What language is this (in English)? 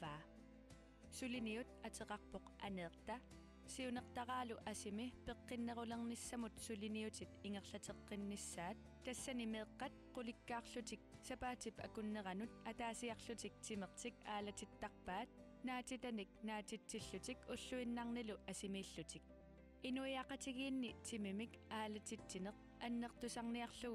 Kalaallisut